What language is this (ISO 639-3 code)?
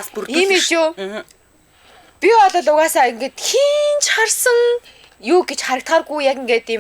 mon